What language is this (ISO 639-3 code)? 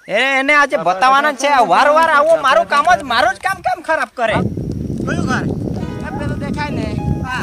guj